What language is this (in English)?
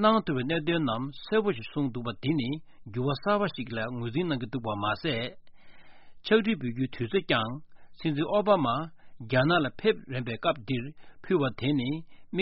Tibetan